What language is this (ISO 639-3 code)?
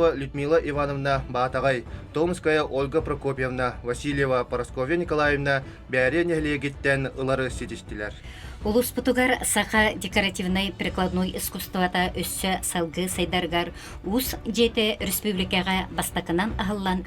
sah